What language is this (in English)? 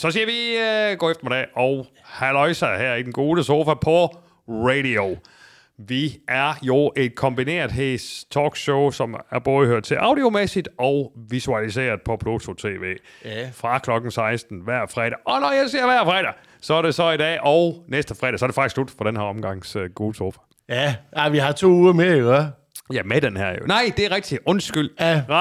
Danish